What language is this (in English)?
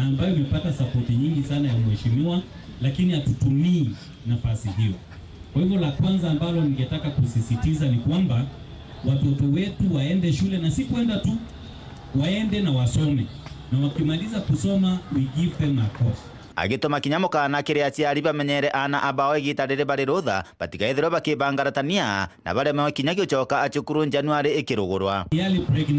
Meru